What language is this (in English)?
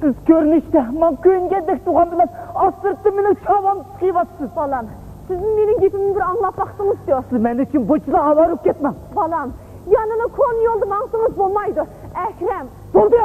Uyghur